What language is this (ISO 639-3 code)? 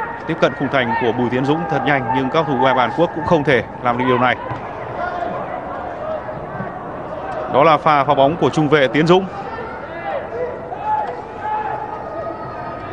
vie